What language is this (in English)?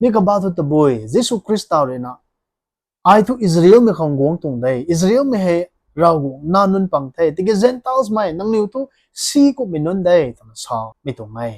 Rongmei Naga